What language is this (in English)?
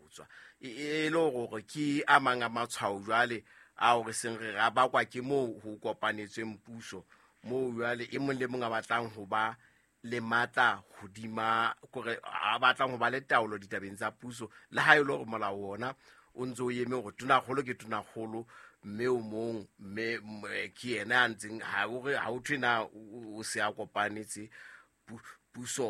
Southern Sotho